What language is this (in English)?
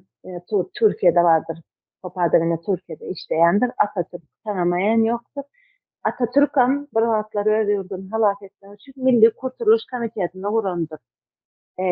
Turkmen